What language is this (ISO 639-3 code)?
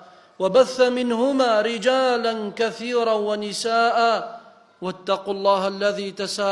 ckb